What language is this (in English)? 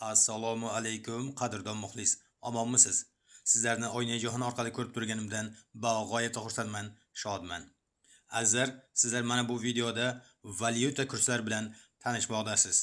Uzbek